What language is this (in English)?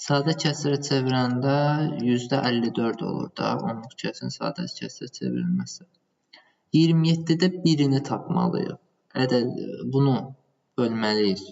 Azerbaijani